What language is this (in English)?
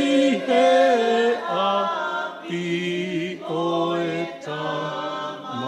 Tongan